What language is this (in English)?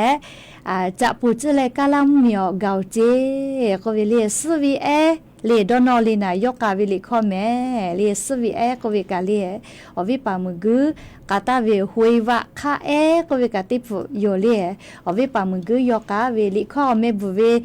Lahu